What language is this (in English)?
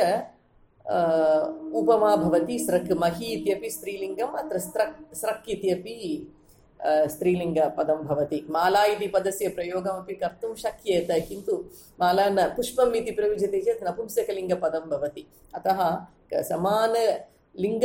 Sanskrit